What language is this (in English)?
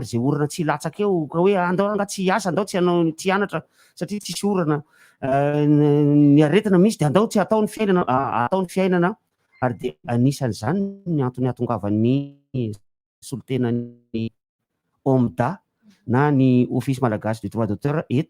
Malagasy